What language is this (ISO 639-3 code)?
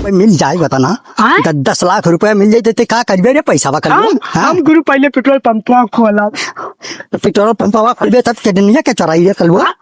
awa